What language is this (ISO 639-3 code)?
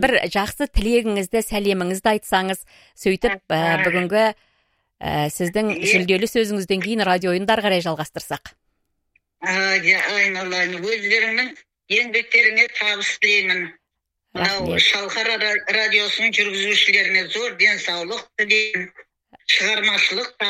kaz